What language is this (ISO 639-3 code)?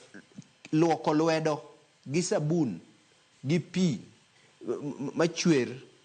luo